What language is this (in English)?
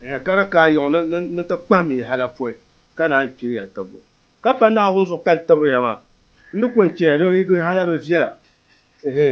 Dagbani